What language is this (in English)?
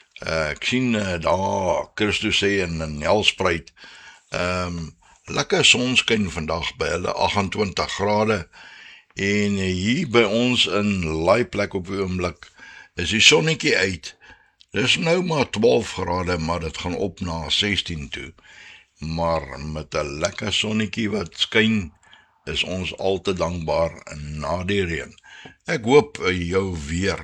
Afrikaans